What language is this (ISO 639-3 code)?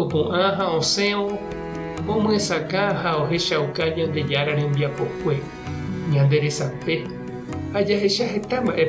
grn